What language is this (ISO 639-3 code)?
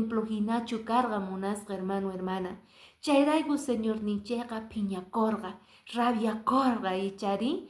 que